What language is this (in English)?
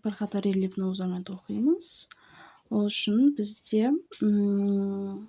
Kazakh